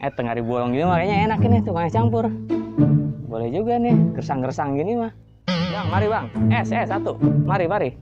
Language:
Betawi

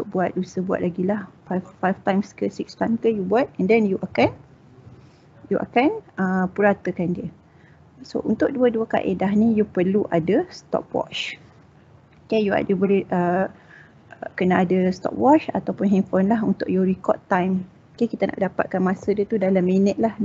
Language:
Malay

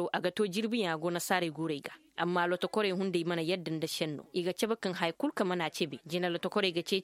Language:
Koyraboro Senni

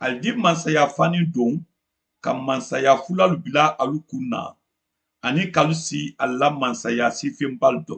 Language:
Mandingo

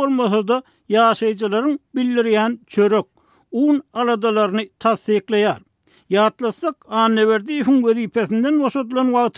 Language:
Turkmen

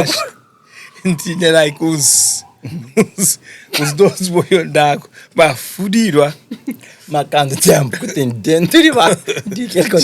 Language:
Kabuverdianu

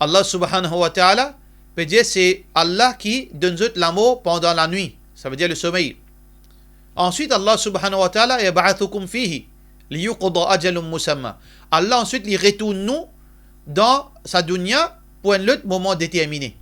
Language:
Morisyen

